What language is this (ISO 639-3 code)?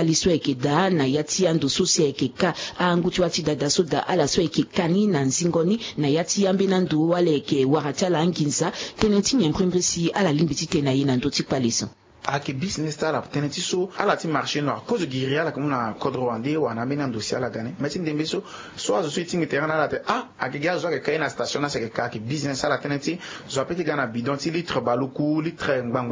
sag